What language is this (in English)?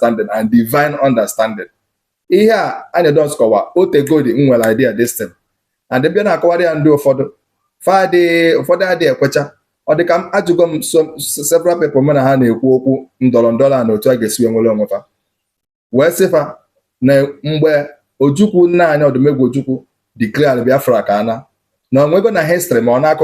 Igbo